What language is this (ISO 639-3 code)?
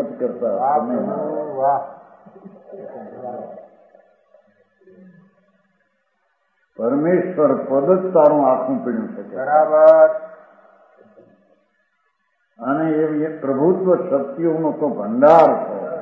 guj